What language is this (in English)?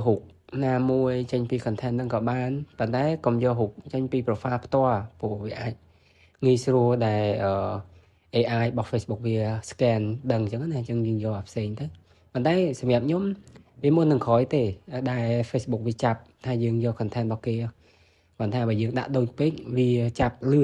Khmer